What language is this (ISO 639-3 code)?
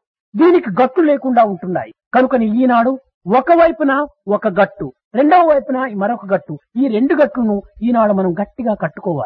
tel